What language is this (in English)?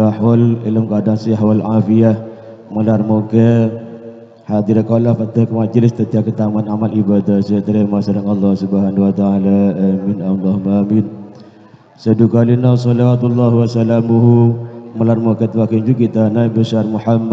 Madurese